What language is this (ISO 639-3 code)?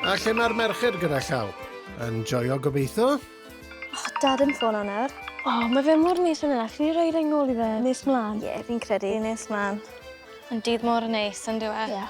cym